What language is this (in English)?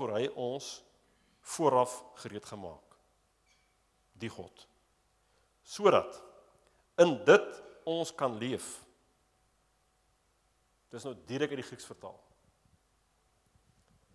Afrikaans